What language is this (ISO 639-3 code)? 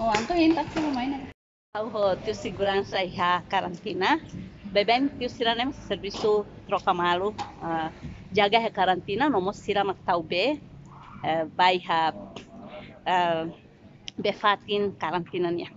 tet